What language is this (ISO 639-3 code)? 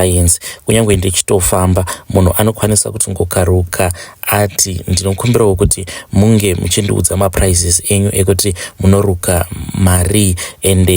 sna